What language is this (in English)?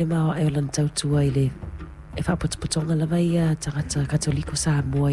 Samoan